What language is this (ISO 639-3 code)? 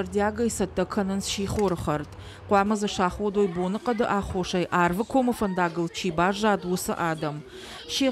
oss